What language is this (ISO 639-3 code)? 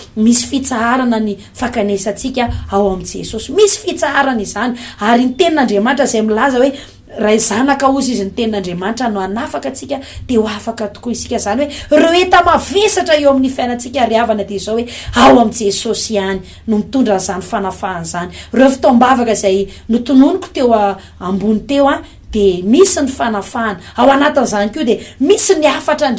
mlg